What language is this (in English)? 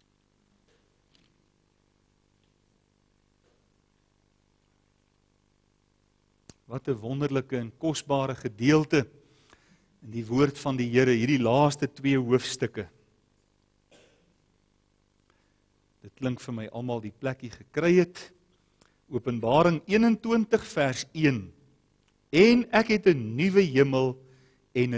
Afrikaans